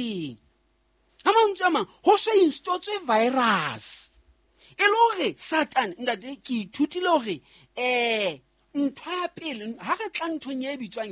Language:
Southern Sotho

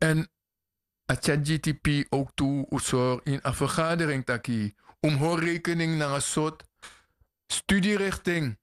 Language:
Sranan Tongo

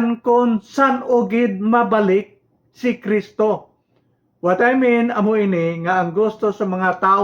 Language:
Hiligaynon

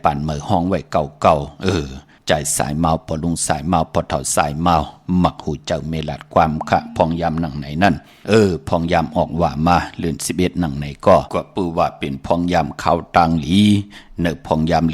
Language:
Shan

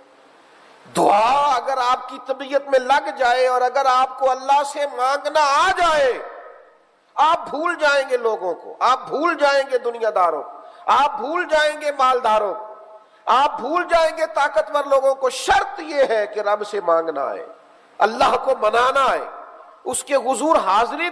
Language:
Urdu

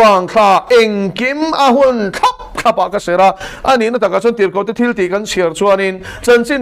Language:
Mizo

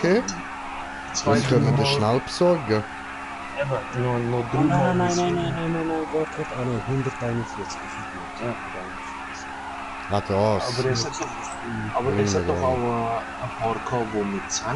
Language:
Swiss German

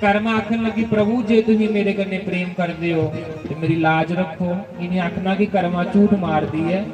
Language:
Dogri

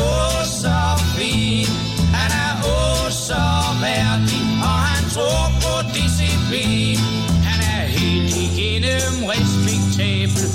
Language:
Danish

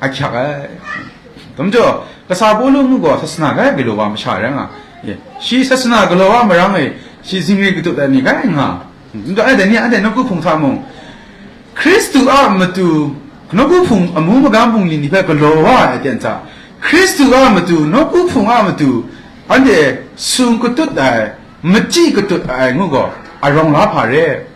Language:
Kachin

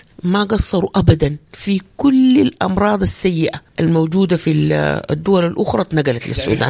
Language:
Sudanese Arabic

